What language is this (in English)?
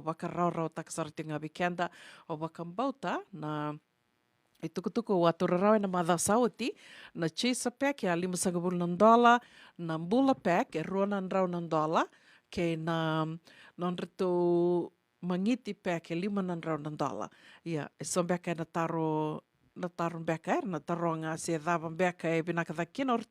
Fijian